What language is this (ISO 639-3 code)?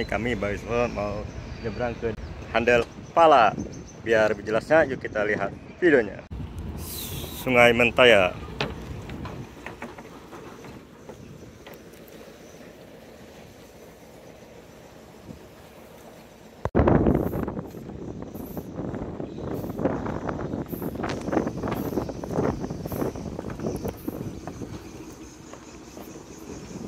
ind